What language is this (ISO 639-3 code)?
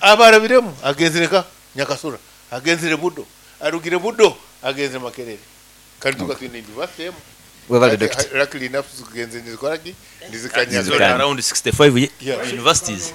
nyn